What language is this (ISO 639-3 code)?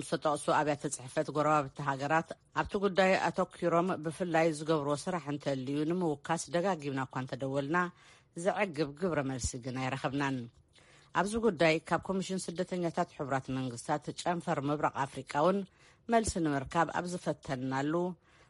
tir